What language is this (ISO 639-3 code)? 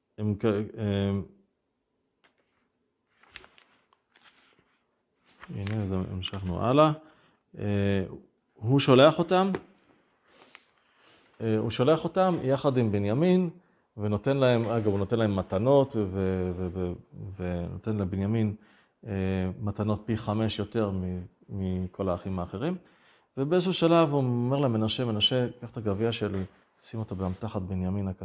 heb